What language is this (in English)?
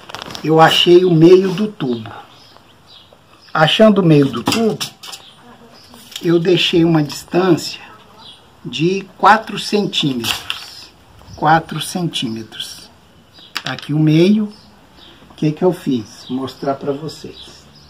Portuguese